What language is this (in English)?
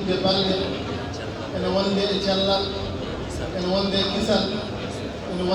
Fula